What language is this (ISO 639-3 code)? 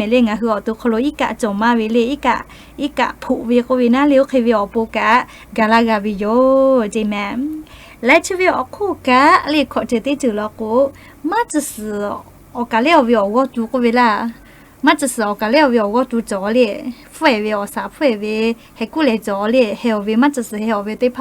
lhu